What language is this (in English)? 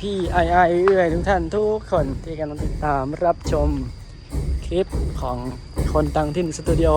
Northeastern Thai